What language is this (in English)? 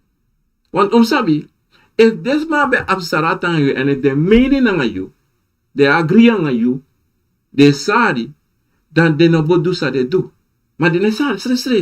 Sranan Tongo